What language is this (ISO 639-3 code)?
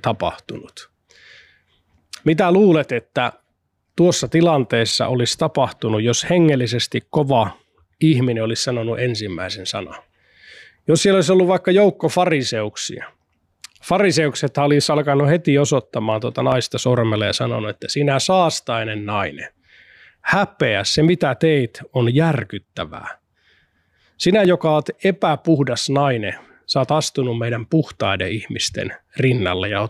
fin